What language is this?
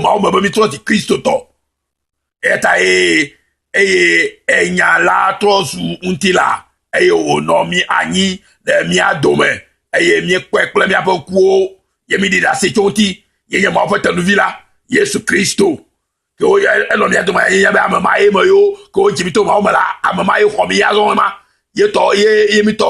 Ewe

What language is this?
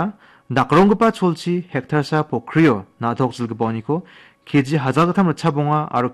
Garo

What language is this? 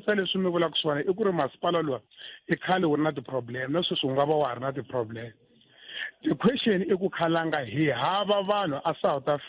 Tsonga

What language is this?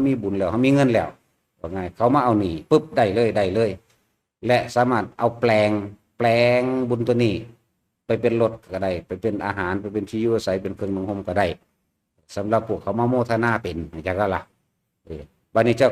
Northeastern Thai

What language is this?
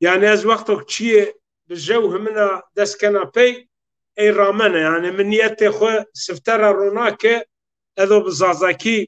Zaza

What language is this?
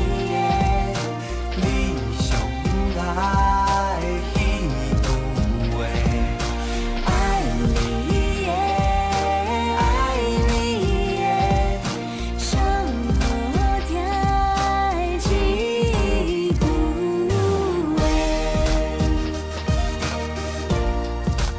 Chinese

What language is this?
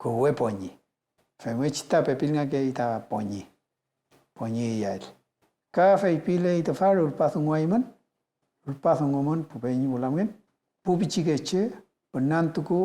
Mapuche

